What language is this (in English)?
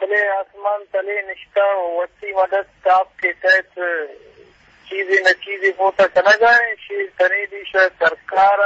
Eastern Balochi